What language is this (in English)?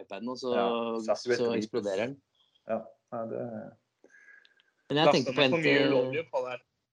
Norwegian